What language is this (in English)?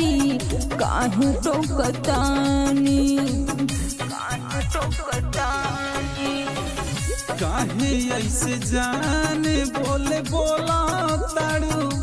Bhojpuri